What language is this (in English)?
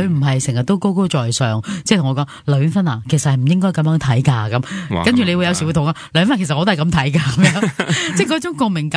Cantonese